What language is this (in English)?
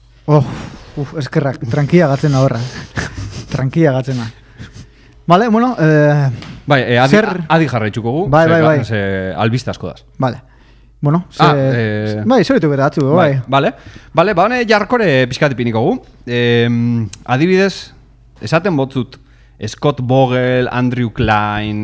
Basque